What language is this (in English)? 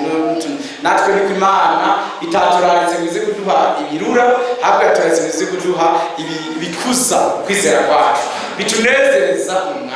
Rundi